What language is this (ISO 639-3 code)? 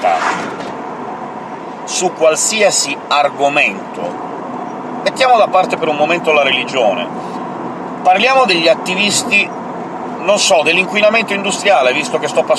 ita